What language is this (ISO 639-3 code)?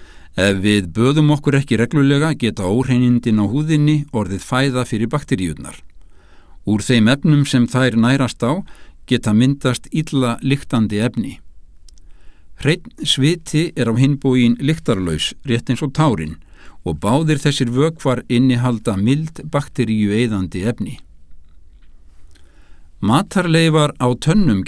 isl